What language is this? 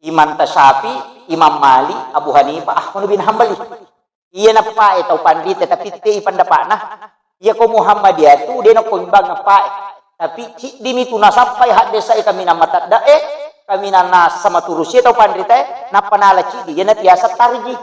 Buginese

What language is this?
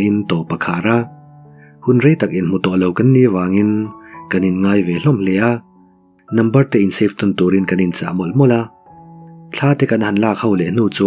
Mizo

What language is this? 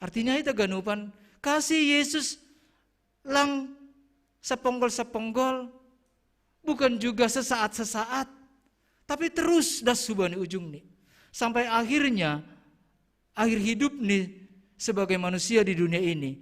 Batak Simalungun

